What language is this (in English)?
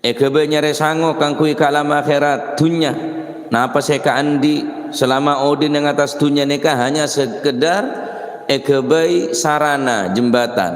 Madurese